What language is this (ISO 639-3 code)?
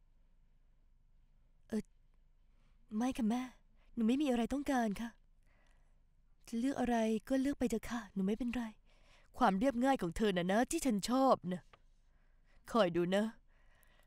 tha